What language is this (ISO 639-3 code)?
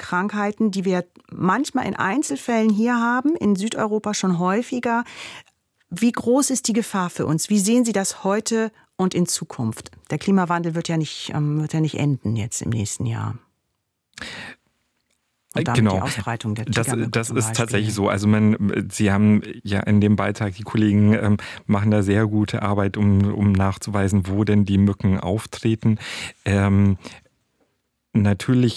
deu